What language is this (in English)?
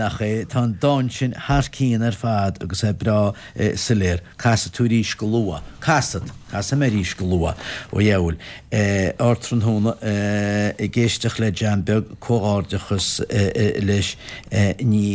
Irish